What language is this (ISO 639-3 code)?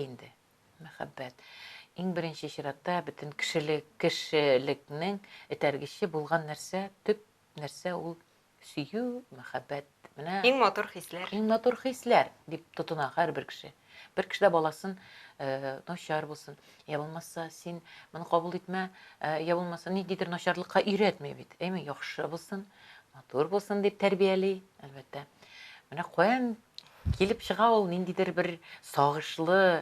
tat